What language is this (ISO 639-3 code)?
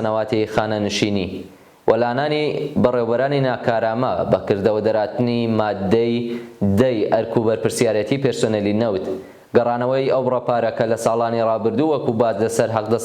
ckb